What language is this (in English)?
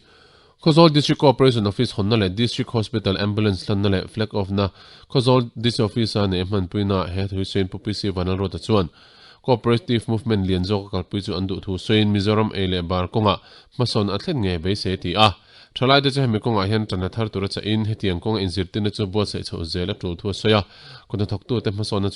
Mizo